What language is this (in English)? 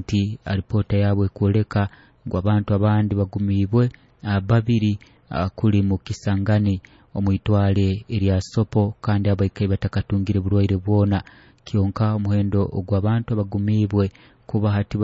Nyoro